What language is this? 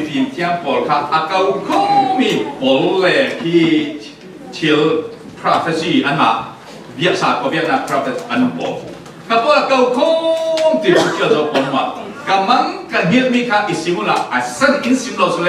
Falam Chin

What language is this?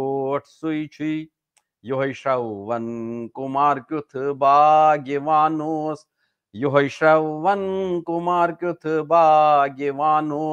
Kashmiri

